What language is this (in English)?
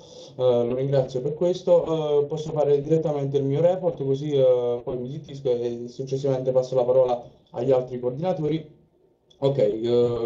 Italian